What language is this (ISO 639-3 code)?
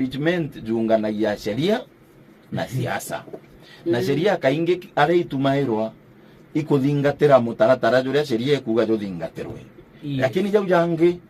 mer